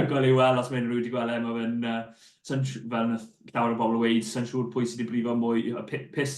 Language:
Welsh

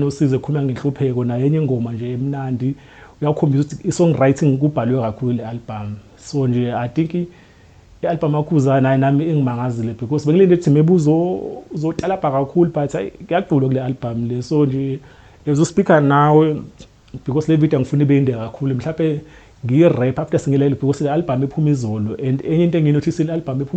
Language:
Zulu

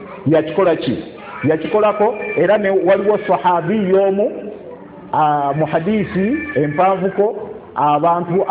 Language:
Ganda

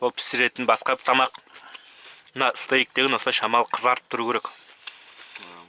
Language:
Kazakh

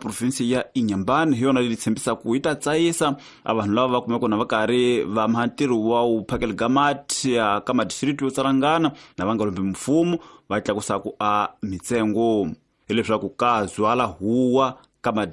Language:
Tsonga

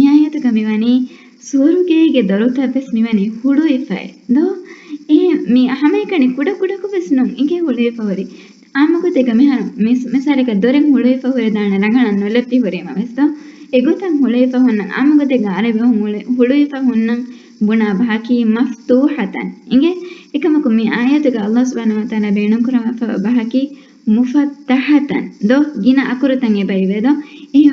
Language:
Divehi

